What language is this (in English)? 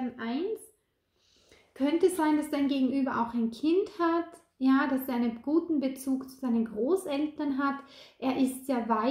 German